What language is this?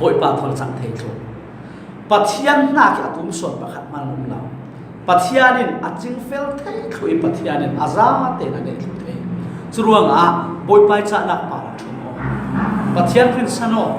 Falam Chin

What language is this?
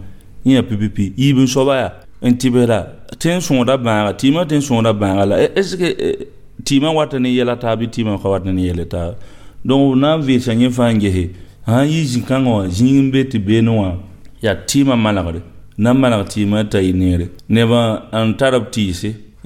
Mossi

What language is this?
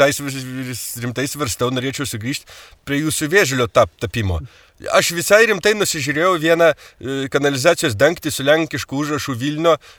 Lithuanian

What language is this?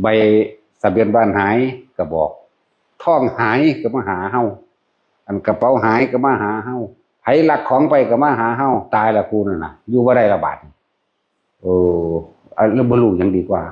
Northeastern Thai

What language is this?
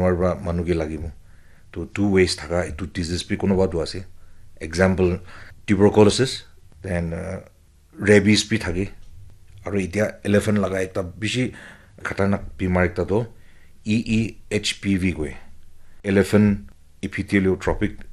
Naga Pidgin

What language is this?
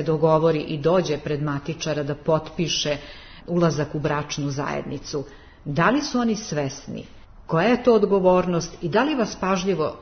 Serbian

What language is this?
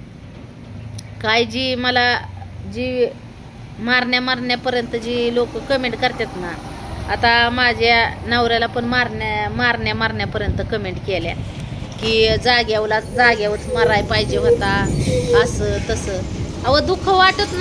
Marathi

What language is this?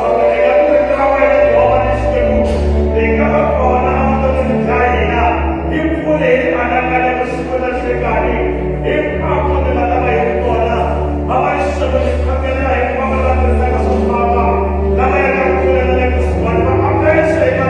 Tsonga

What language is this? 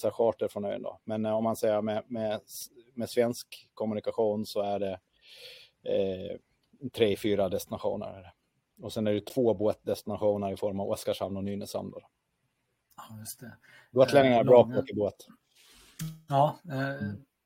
Swedish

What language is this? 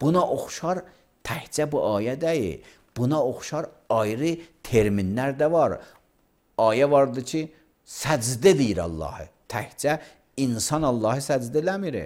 Azerbaijani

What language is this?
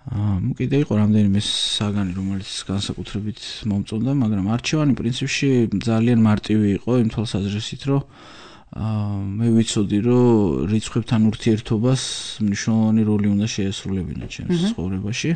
Georgian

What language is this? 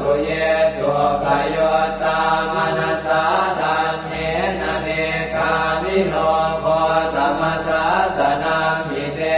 Pali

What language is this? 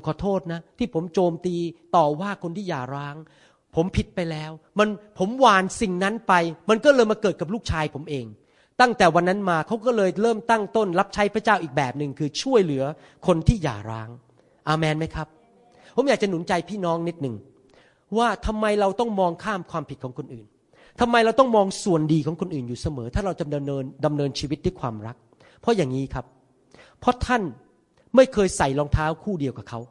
Thai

